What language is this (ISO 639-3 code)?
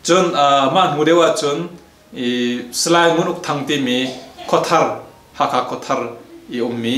cnh